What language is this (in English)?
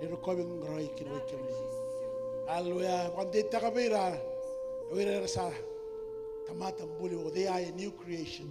Fijian